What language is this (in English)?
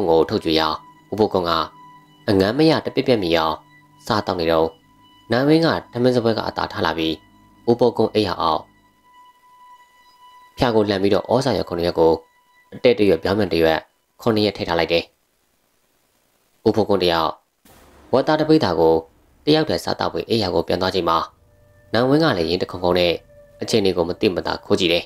Burmese